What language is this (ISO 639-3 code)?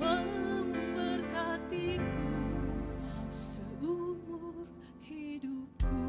nia